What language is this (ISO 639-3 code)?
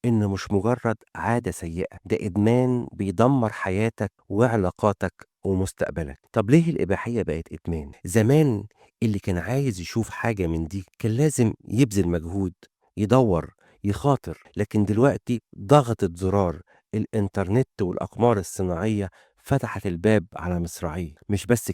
arz